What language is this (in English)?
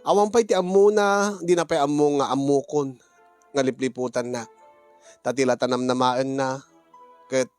Iloko